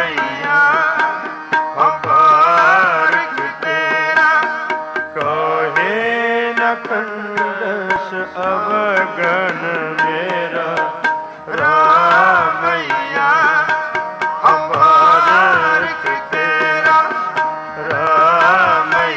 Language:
Punjabi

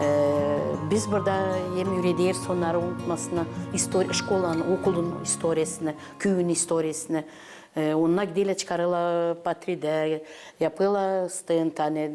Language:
Gagauz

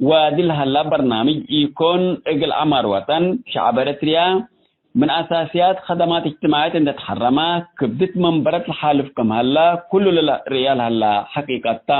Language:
Tigre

